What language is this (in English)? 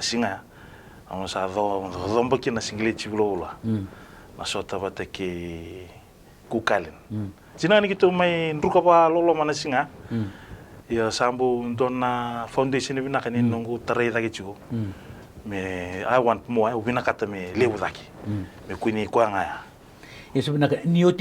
Fijian